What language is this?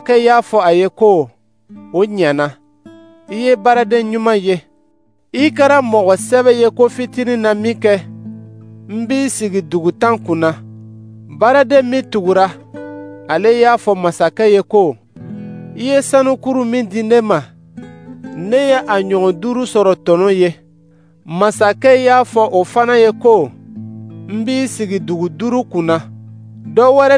Dyula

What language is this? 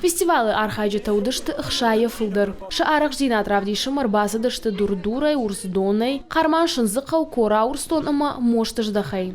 Ossetic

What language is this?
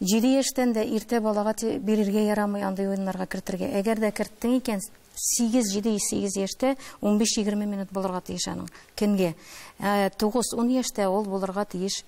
Tatar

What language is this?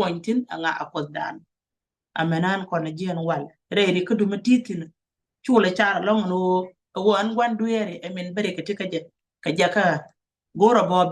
Nuer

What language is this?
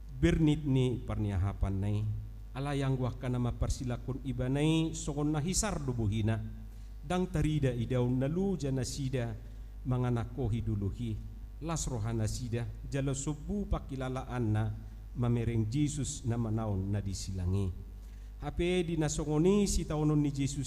Batak Toba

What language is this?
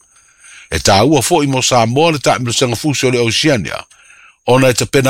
Samoan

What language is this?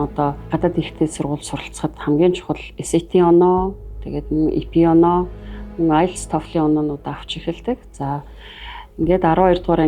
Mongolian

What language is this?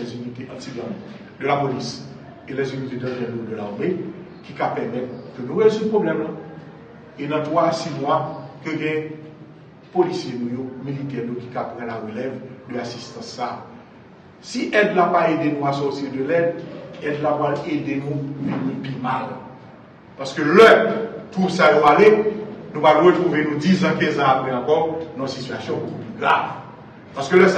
Haitian Creole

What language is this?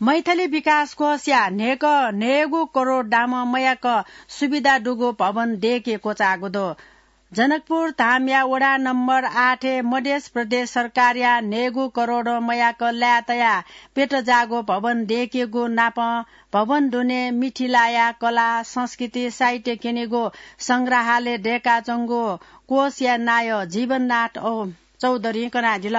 Newari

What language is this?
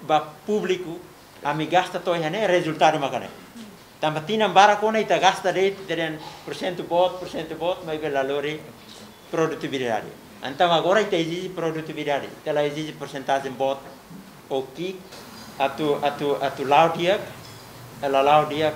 Tetum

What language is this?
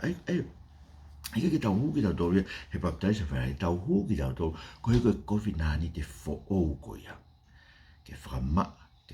Tongan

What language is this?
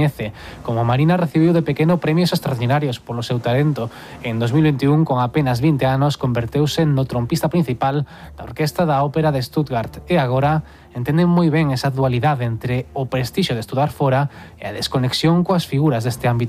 Galician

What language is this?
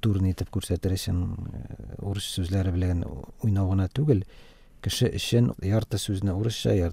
Tatar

